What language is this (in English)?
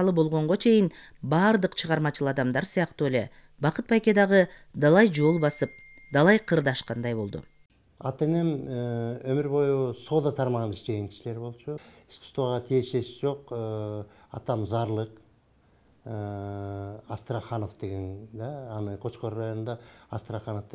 Kyrgyz